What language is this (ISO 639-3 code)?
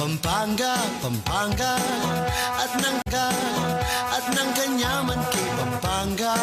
pam